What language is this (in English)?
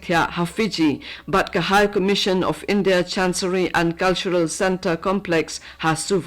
Khasi